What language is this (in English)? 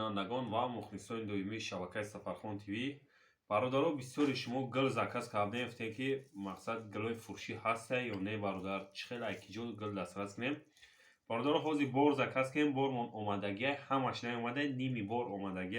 Tajik